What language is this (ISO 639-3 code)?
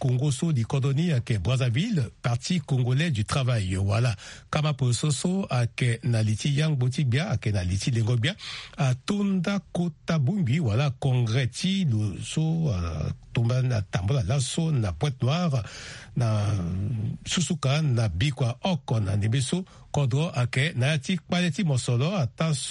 sag